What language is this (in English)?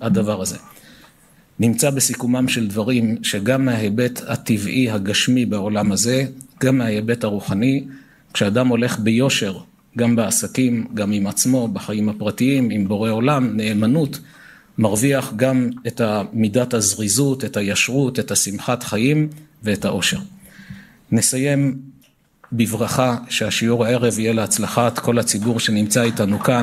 Hebrew